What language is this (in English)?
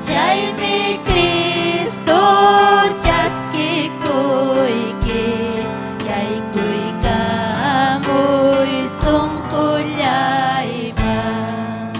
Ayacucho Quechua